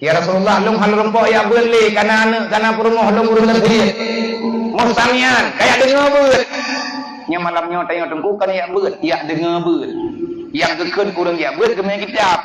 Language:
Achinese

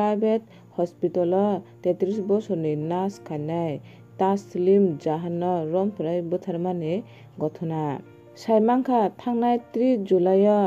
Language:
Kok Borok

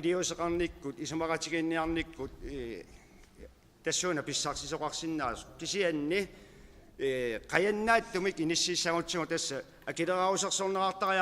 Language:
Kalaallisut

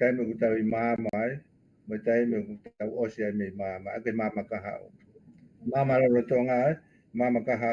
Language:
Tongan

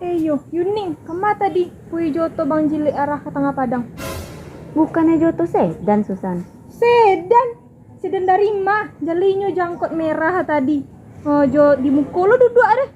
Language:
Minangkabau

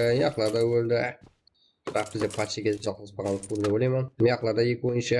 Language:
Kara-Kalpak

